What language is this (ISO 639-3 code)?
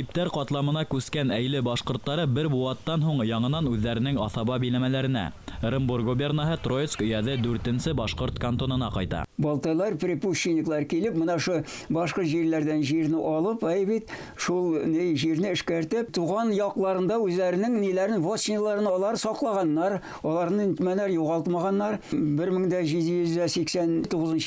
bak